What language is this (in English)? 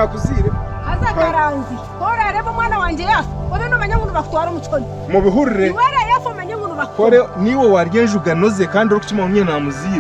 Nyankole